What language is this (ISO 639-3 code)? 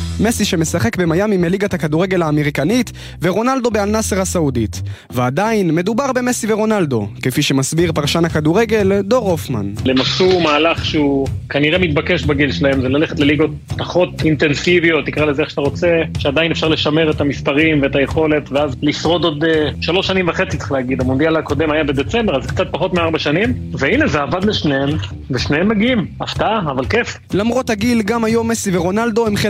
heb